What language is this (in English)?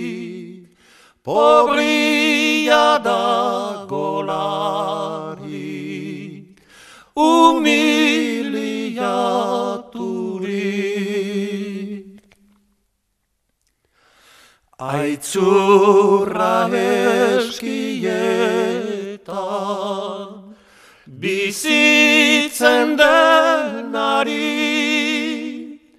Basque